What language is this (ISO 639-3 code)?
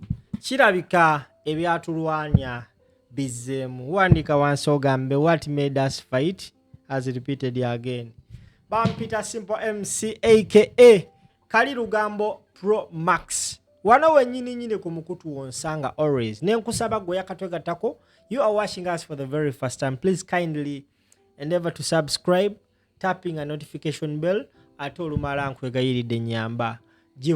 lug